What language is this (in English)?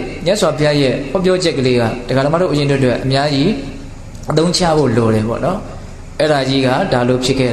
Burmese